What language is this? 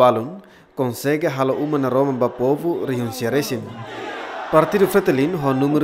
Tetum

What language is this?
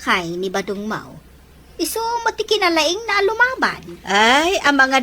Iloko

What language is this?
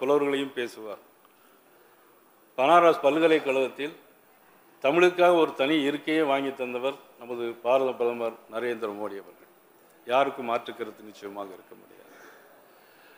Tamil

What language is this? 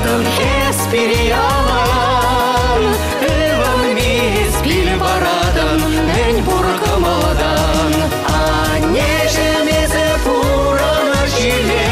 Chuvash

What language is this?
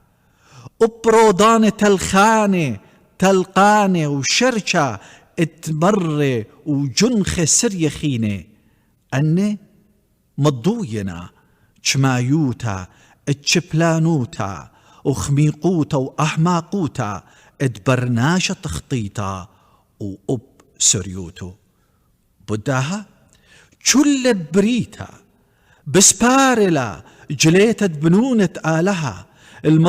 Assyrian Neo-Aramaic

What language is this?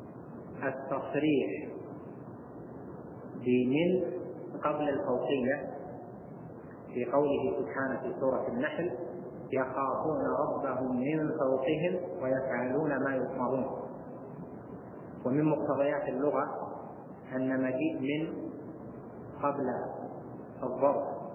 Arabic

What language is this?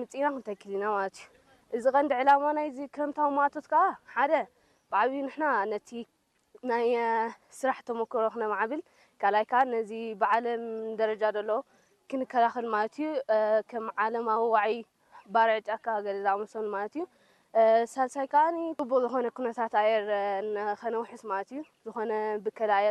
Tigrinya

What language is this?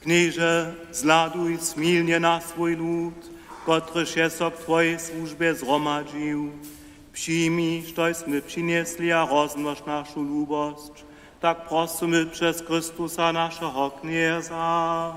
Upper Sorbian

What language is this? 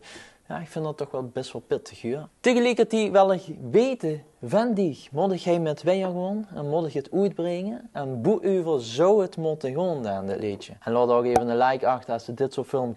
Limburgish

